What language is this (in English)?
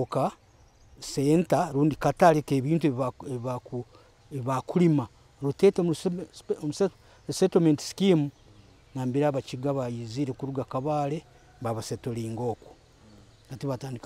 Nyoro